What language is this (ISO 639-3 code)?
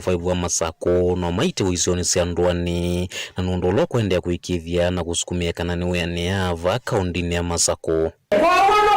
kam